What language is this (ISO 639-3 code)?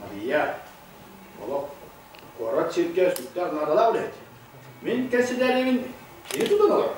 sah